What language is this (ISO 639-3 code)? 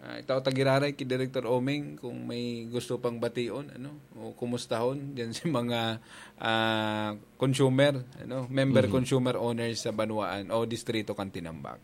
bik